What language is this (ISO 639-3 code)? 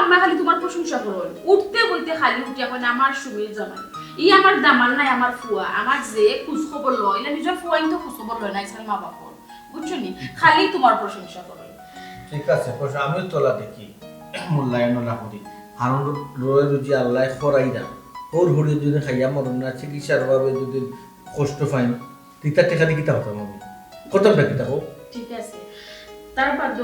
syl